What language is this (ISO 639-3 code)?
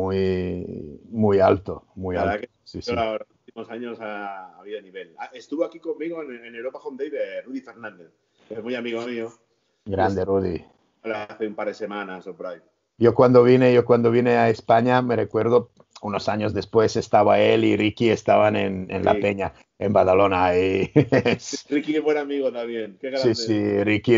spa